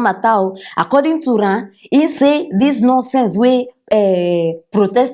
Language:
Nigerian Pidgin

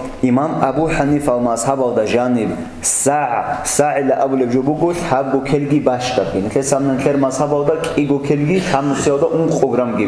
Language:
Avaric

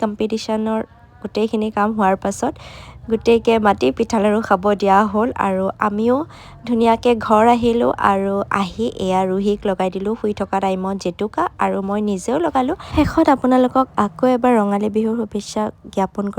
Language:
Assamese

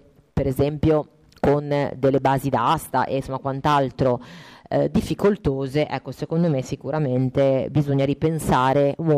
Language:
Italian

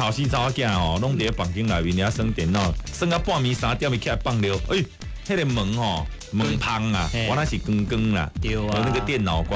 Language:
Min Nan Chinese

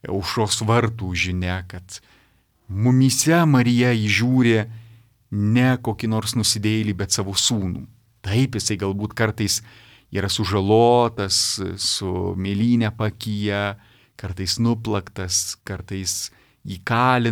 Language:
Lithuanian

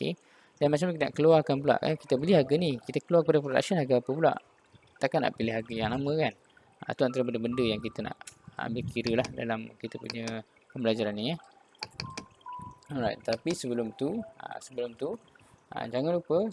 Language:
Malay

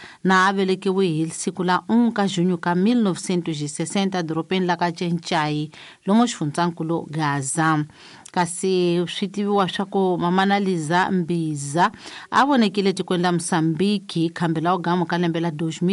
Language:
Tsonga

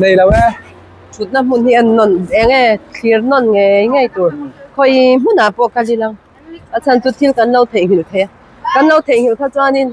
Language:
Mizo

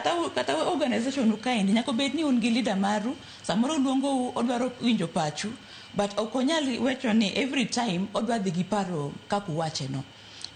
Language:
Luo (Kenya and Tanzania)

